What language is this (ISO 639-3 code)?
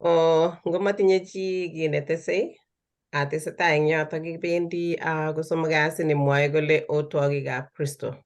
kln